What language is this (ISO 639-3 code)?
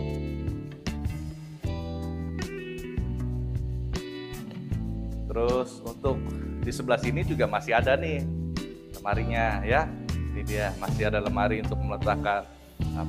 ind